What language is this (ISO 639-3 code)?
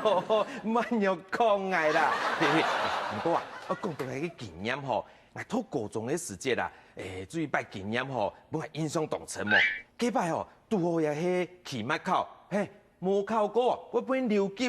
hak